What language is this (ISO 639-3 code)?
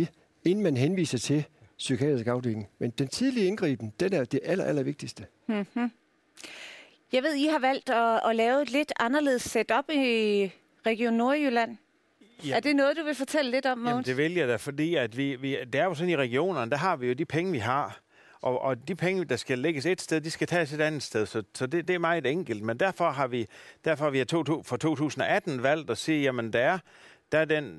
dan